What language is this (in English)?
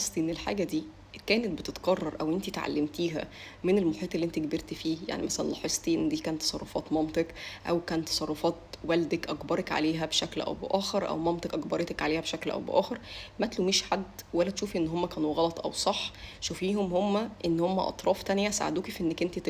Egyptian Arabic